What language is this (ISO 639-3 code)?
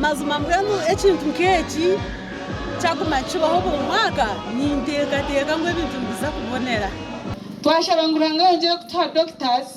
nyn